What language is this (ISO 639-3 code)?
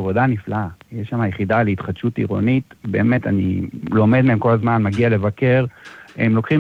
heb